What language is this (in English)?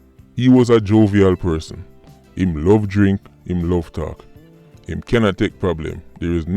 Jamaican Creole English